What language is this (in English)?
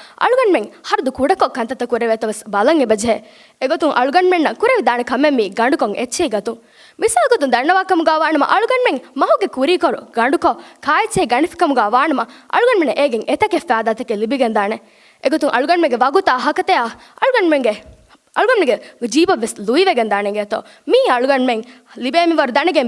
Divehi